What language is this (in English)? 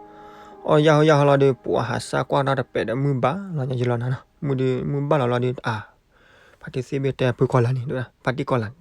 S'gaw Karen